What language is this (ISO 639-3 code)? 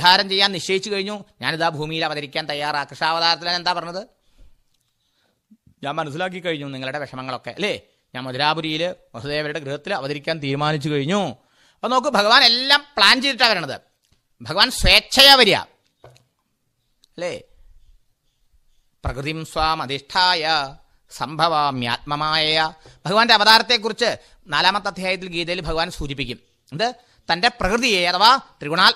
mal